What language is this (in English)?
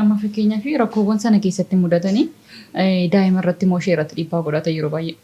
Oromo